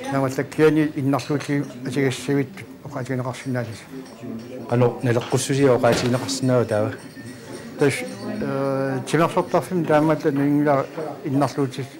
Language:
Kalaallisut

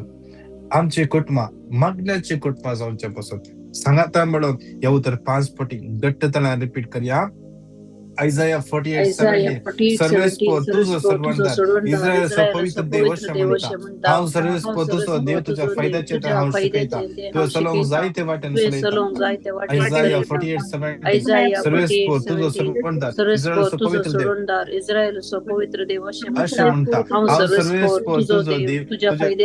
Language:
Konkani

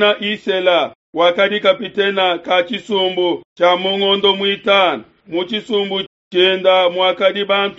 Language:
Luba-Lulua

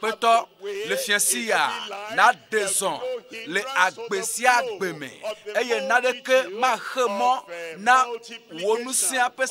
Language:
Ewe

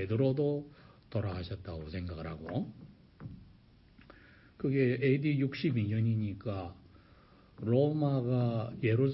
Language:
Korean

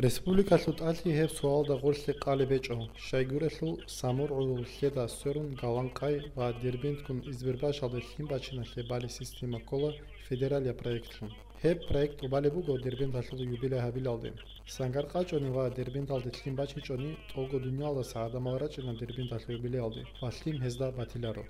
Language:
Avaric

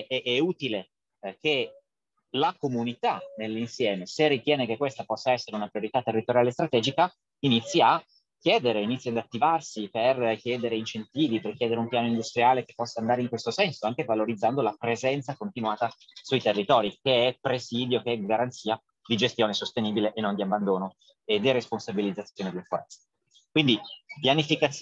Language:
Italian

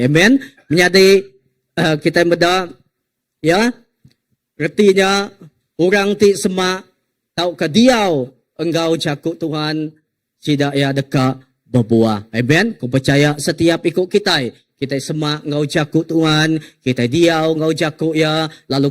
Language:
Iban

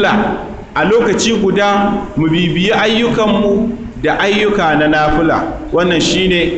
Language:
Hausa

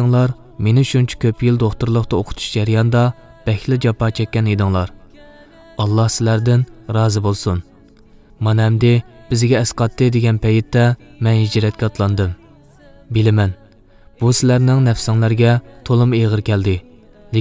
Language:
Uyghur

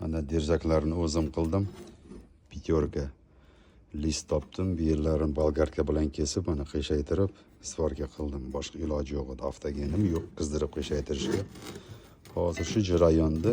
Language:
Uzbek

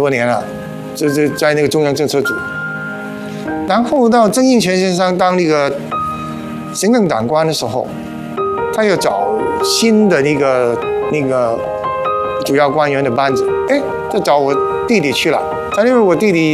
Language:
Chinese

